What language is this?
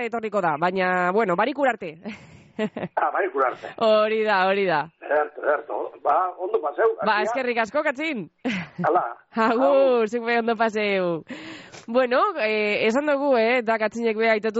Basque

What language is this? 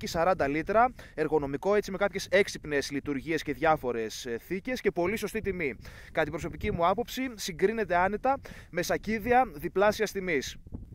Greek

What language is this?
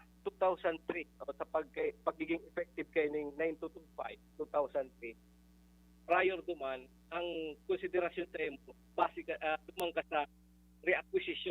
Bikol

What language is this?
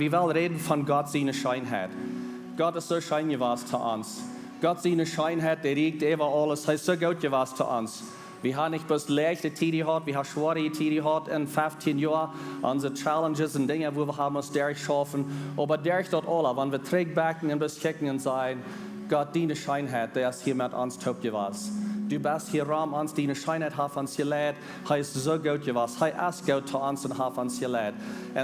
Plautdietsch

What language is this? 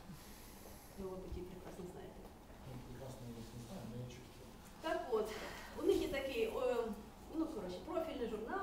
Ukrainian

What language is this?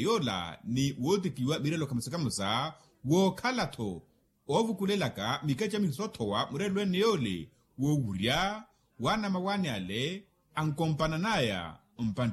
Makhuwa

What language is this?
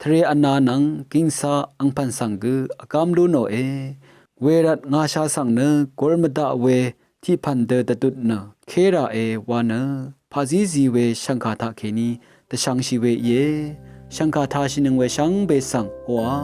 Rawang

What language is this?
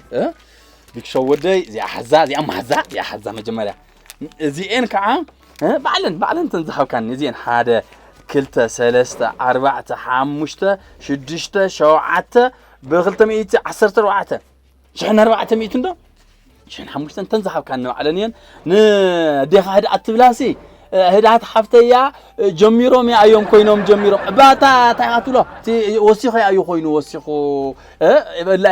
Tigrinya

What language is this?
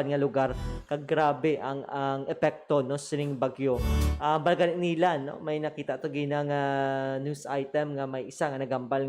Hiligaynon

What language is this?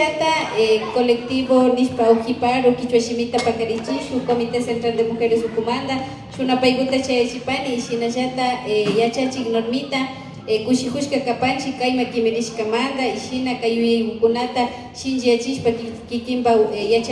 Imbabura Highland Quichua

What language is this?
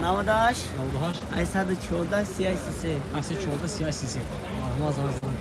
Tajik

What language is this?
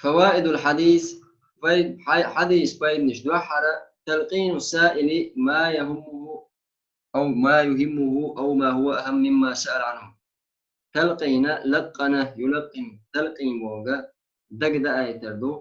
Chechen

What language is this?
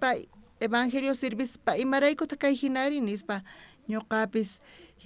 South Bolivian Quechua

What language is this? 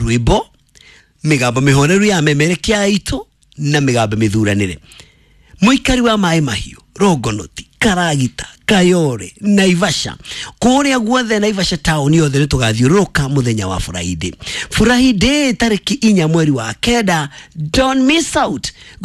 Kikuyu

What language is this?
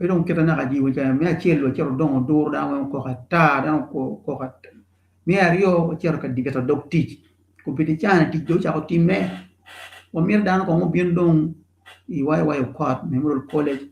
Acoli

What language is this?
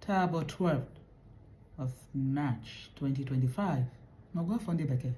Igbo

